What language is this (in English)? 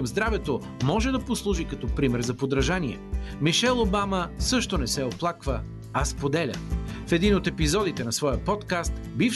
Bulgarian